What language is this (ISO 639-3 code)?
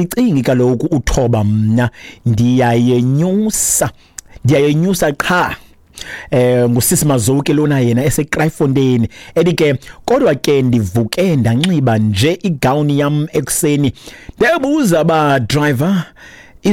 xho